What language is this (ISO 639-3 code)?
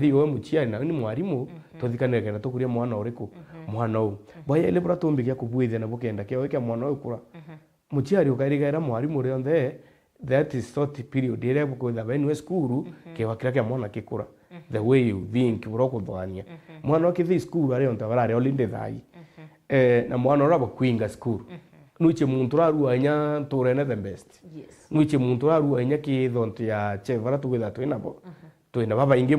mer